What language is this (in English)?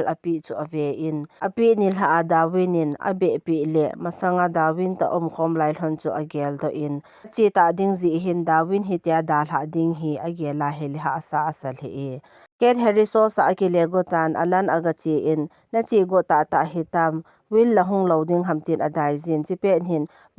Thado Chin